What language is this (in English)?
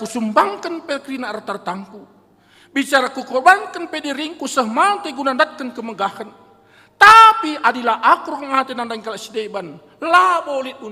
Batak Karo